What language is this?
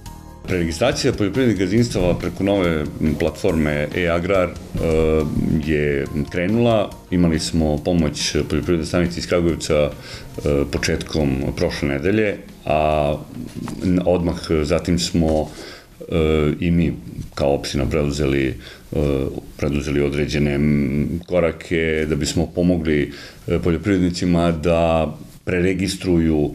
Serbian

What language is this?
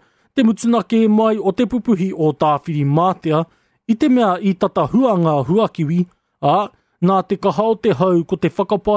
Māori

